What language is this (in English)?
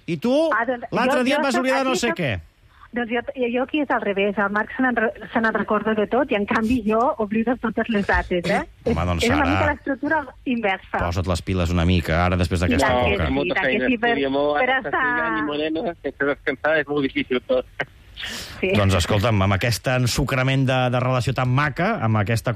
Catalan